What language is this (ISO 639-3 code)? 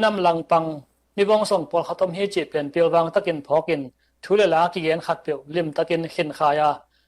ctd